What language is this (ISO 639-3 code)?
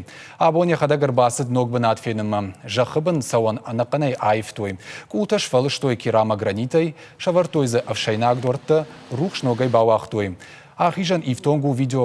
oss